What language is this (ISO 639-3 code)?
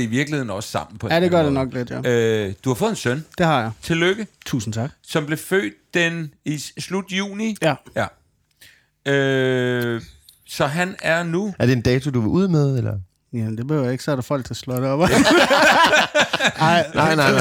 dan